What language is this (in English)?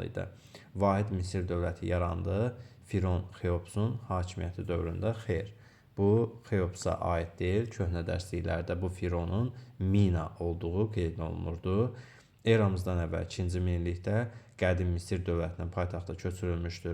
Azerbaijani